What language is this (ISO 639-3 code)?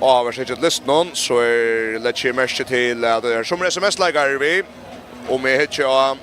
fao